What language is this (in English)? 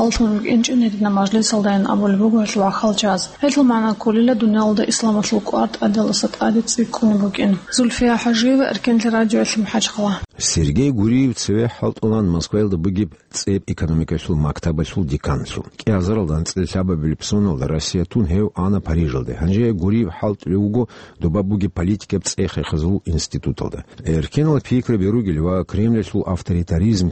Avaric